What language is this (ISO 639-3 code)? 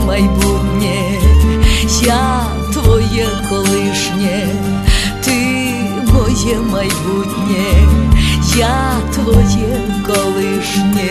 ukr